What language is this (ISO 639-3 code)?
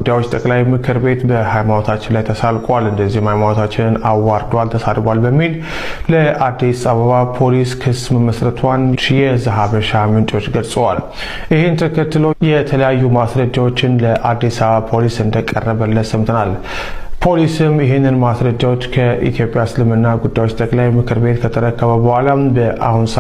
amh